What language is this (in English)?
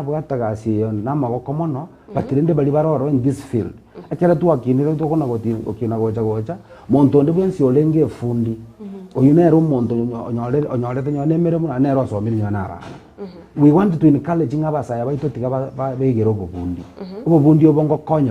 Gusii